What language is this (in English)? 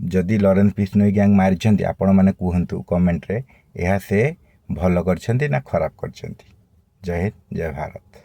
Odia